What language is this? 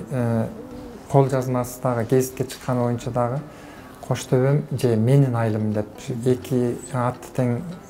Kyrgyz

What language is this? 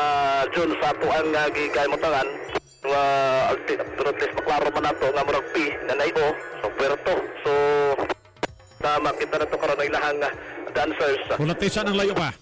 Cebuano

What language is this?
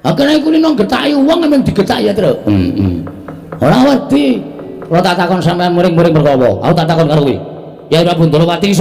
Javanese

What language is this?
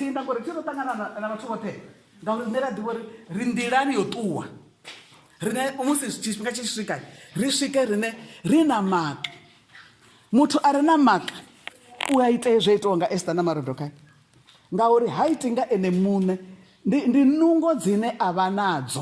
Venda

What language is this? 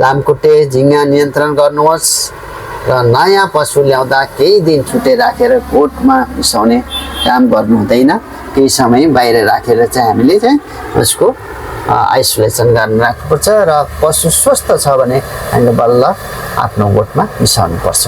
Nepali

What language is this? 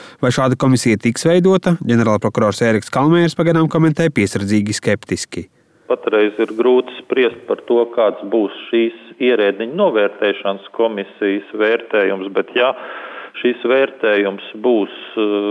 Latvian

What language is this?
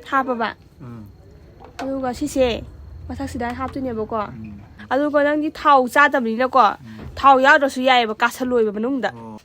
Manipuri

